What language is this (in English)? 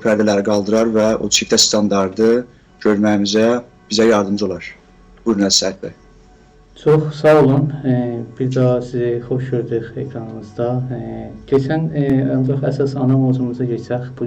South Azerbaijani